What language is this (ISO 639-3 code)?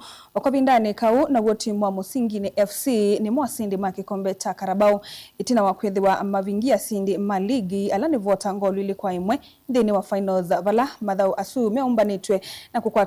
kam